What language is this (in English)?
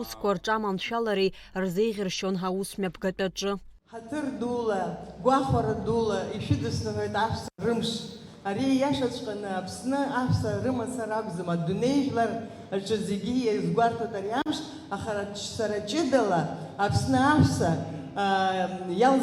Abkhazian